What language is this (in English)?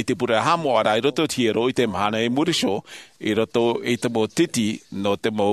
Tahitian